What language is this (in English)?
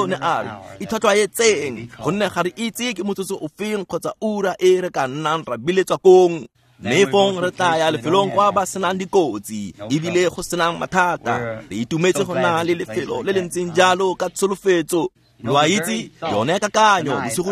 Tswana